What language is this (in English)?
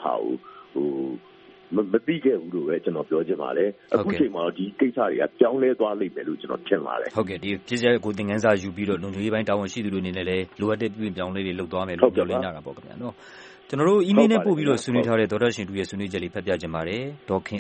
Burmese